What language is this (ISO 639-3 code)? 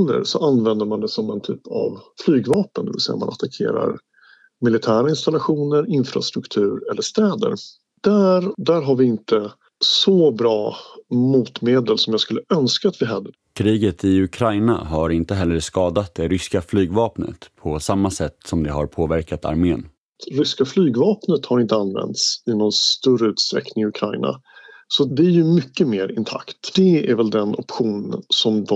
swe